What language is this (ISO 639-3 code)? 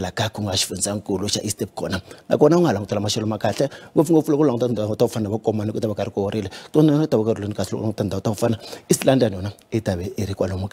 tso